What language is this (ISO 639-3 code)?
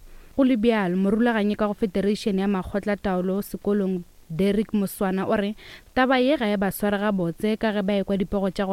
nso